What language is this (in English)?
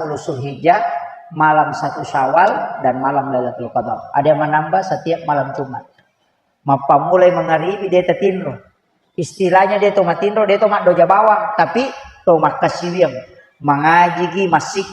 Buginese